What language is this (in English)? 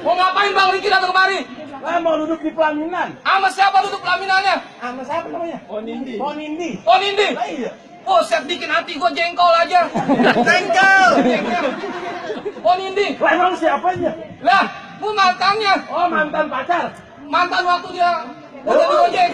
Betawi